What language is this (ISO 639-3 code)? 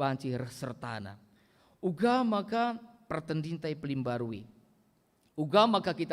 btx